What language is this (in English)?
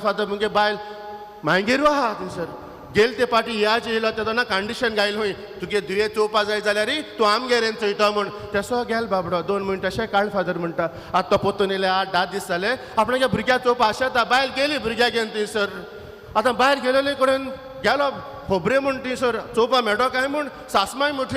Konkani